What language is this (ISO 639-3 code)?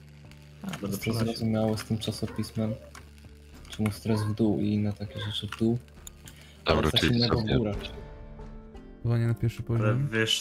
pol